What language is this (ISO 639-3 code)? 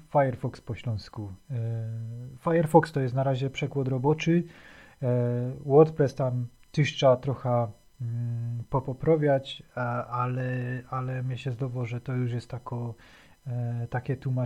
szl